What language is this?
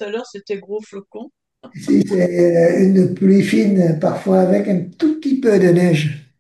French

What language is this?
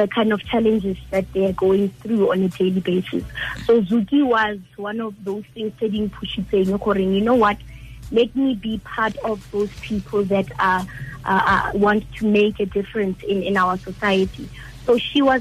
Tswana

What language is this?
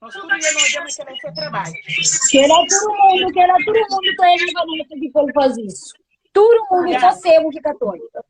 Kabuverdianu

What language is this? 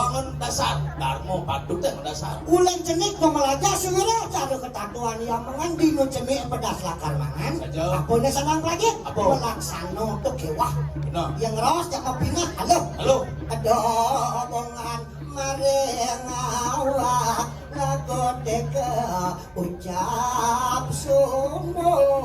Balinese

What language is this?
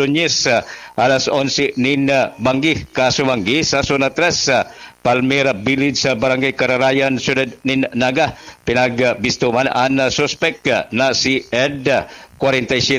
Bikol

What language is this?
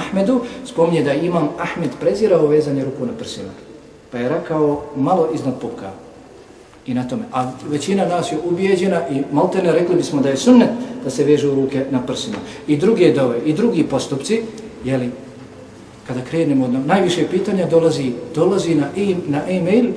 Bosnian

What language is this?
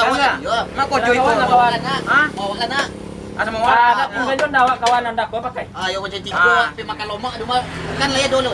Minangkabau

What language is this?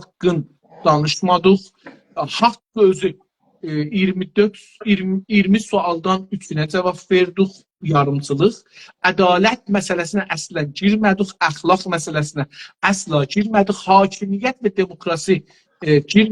South Azerbaijani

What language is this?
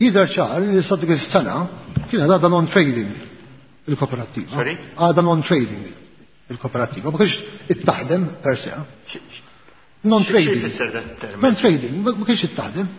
Maltese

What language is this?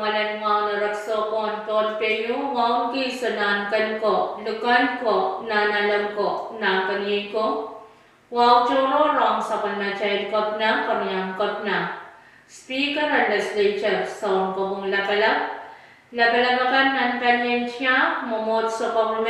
Pohnpeian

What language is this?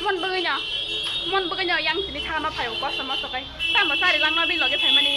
Kok Borok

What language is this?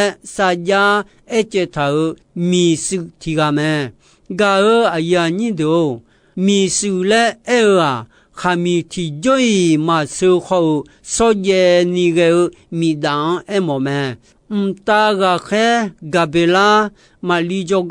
Akha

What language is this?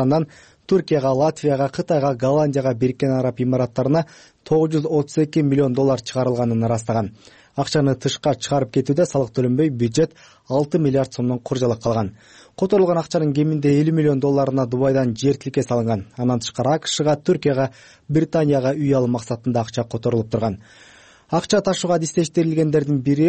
Kyrgyz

